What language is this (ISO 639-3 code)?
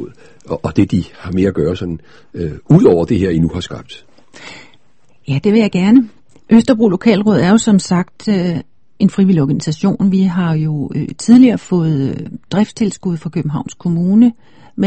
dan